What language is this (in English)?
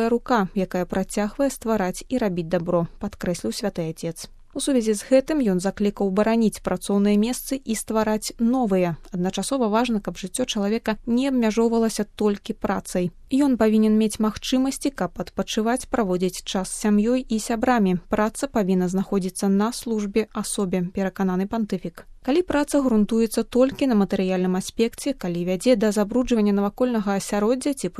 Belarusian